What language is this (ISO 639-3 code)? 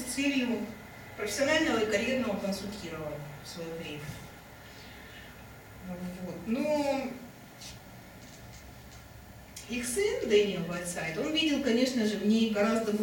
rus